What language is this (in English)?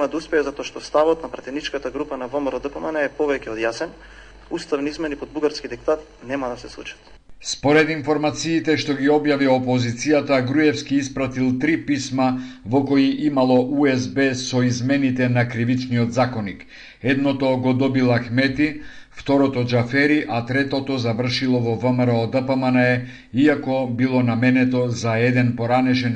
Macedonian